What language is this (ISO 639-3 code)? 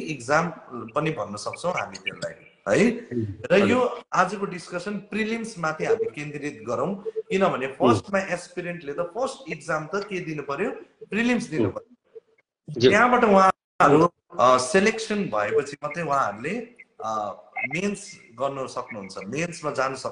nep